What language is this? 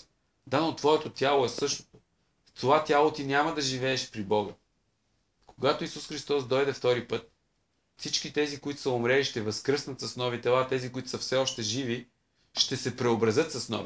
Bulgarian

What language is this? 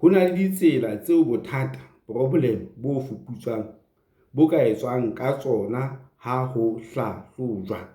Southern Sotho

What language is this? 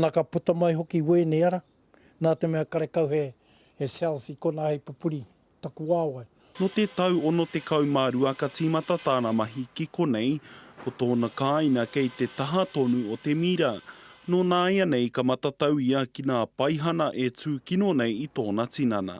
Māori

